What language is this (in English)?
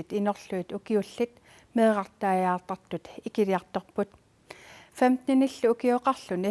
Kalaallisut